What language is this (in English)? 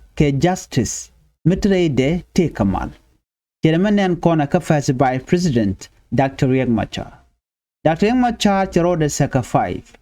Nuer